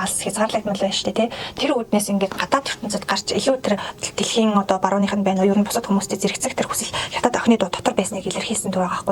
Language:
Mongolian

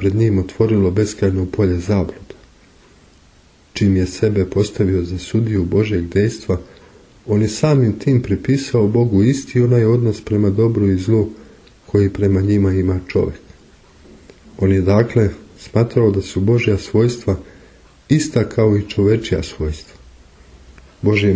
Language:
Serbian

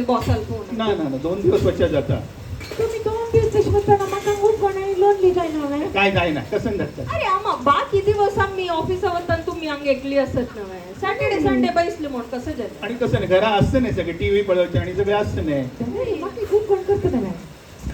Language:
Konkani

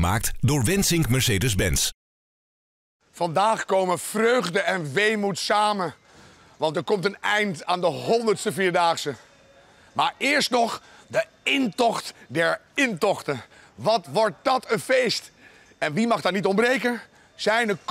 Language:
Dutch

